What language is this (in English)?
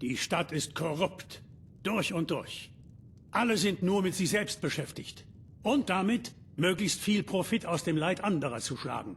Bavarian